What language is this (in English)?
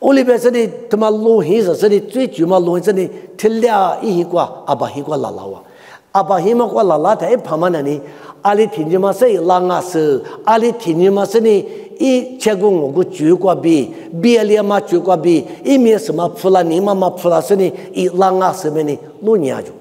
Lisu